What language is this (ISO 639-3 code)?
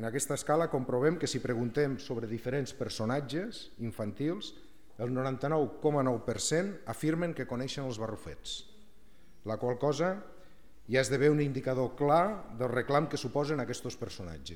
cat